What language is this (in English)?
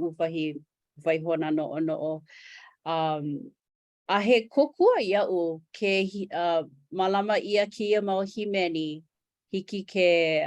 Hawaiian